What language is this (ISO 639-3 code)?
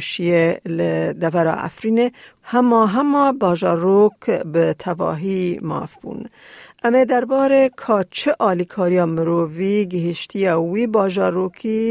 kur